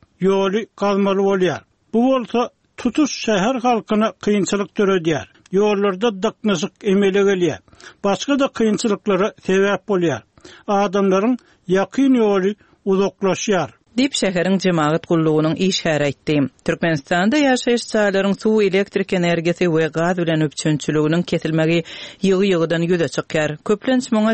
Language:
Turkmen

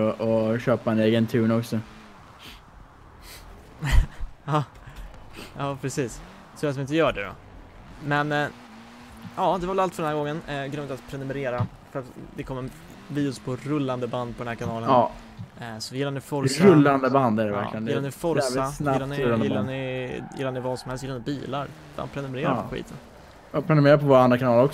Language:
Swedish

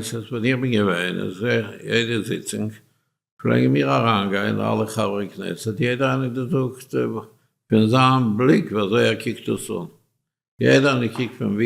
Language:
Yiddish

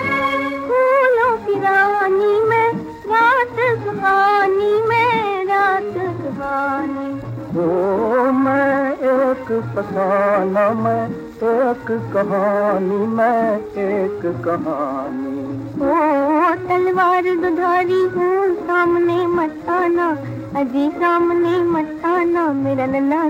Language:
Hindi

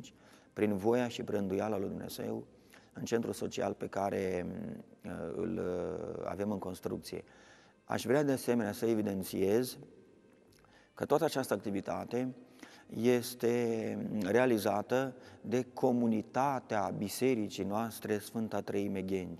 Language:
Romanian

